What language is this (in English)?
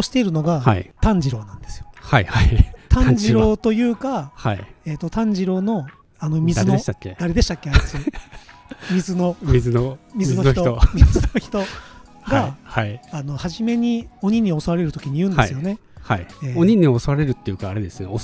Japanese